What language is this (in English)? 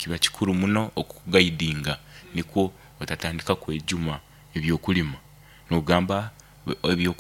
Nyankole